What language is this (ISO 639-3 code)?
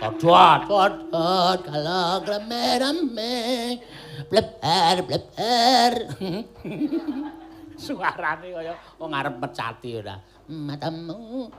jav